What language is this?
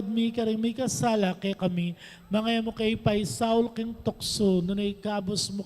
Pampanga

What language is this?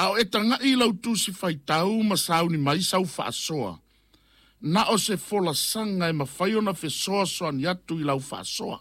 Samoan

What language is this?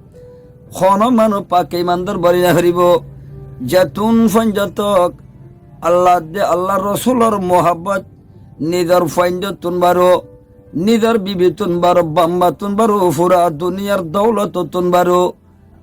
Rohingya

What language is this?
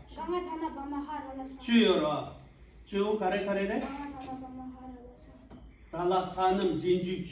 Tibetan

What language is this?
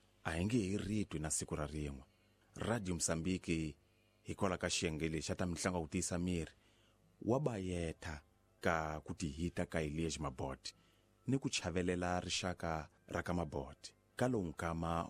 Tsonga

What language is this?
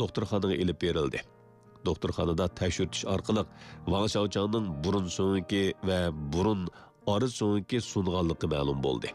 Uyghur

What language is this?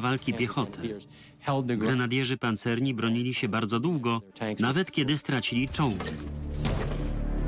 Polish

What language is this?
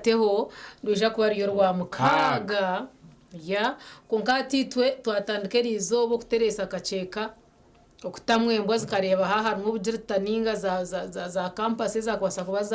Nyankole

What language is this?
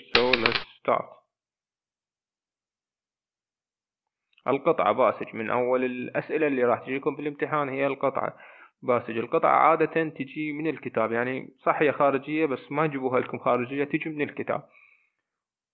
Mesopotamian Arabic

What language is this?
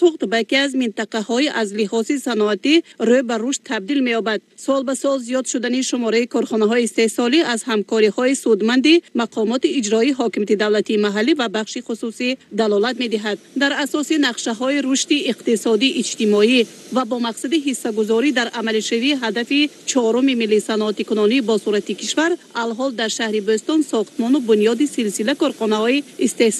Tajik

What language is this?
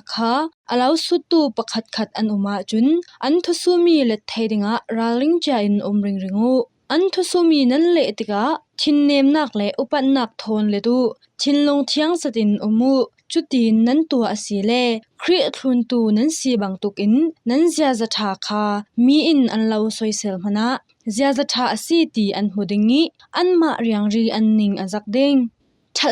Falam Chin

